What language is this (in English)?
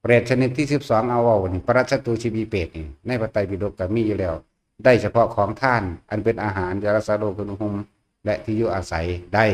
Northeastern Thai